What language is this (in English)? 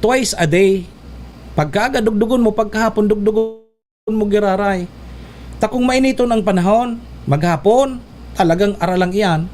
Bikol